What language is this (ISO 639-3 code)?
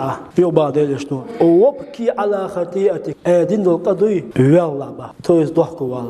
che